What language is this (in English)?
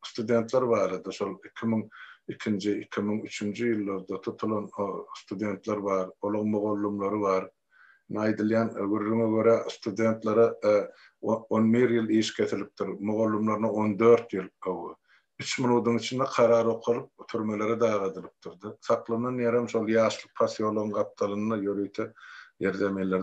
Turkmen